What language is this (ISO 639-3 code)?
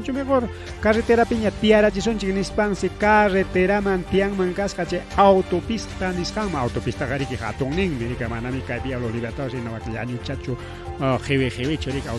quy